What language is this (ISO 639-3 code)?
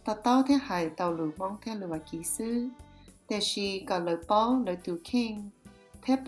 hmn